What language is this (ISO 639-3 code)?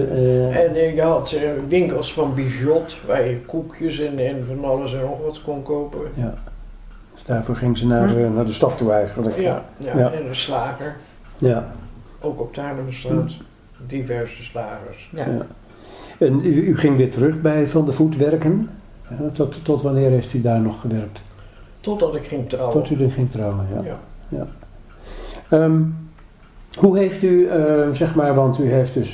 nld